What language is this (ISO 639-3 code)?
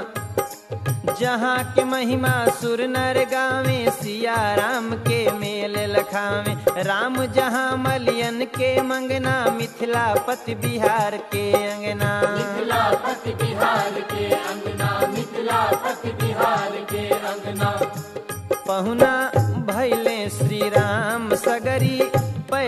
bho